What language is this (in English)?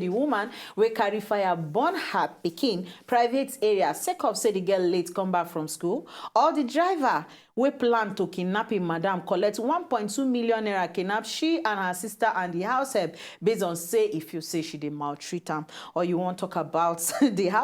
Nigerian Pidgin